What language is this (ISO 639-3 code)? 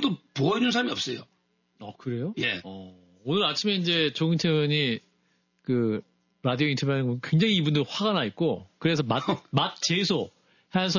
kor